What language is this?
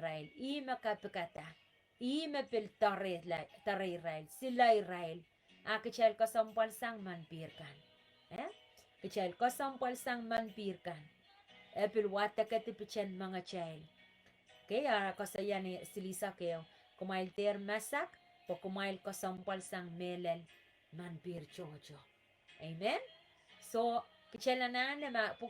Pohnpeian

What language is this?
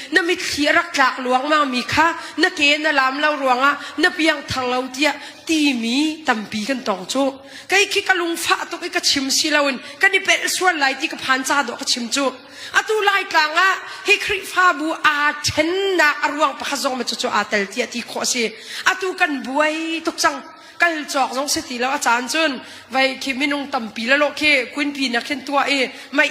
Hakha Chin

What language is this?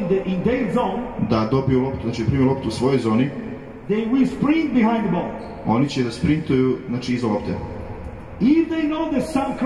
Serbian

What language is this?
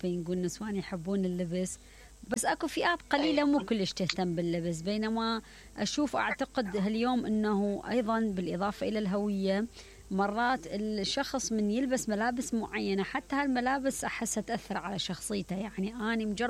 Mesopotamian Arabic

